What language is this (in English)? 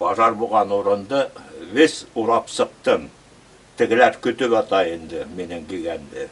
Bashkir